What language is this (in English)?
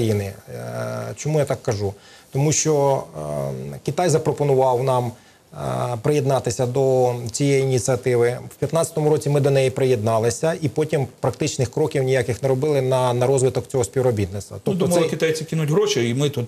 Ukrainian